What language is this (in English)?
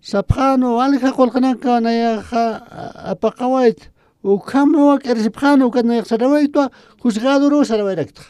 Aymara